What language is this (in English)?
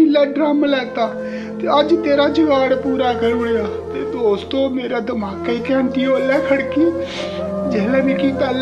Dogri